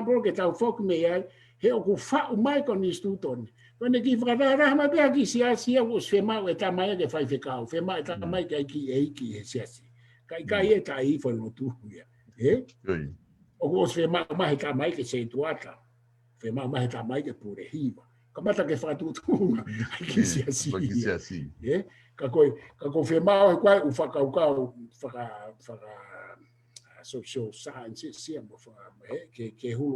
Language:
Tongan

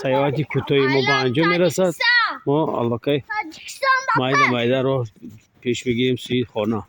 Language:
Tajik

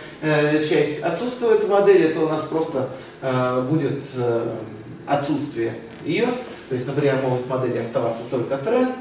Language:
Russian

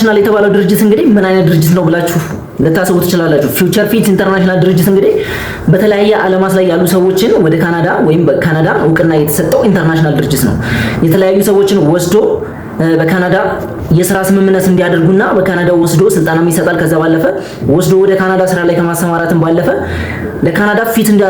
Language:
Amharic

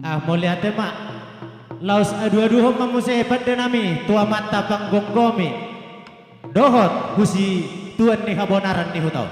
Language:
Batak Toba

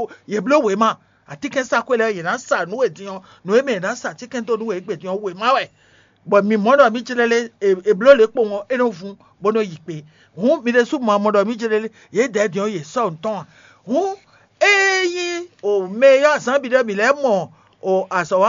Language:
Fon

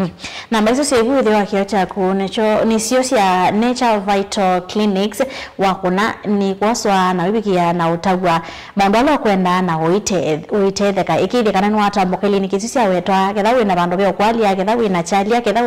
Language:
Kamba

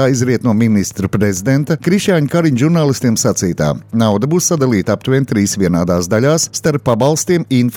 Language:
Latvian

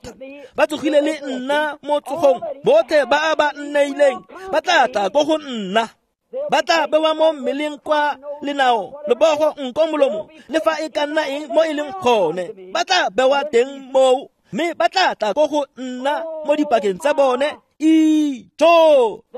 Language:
Tswana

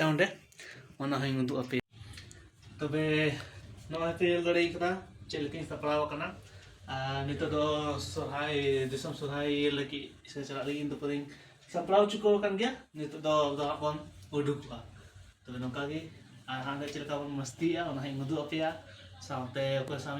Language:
Santali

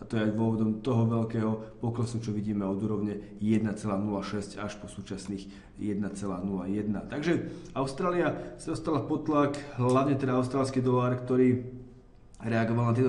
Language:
Slovak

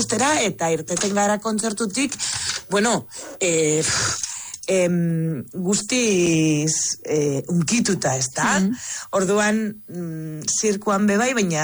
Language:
Basque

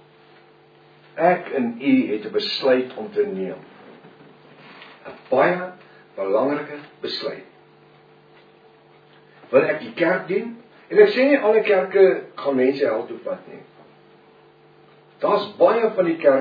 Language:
Afrikaans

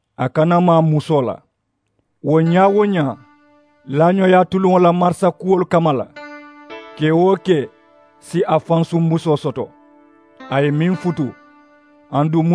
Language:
Mandingo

